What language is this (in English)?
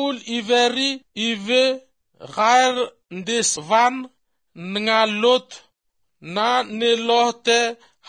Albanian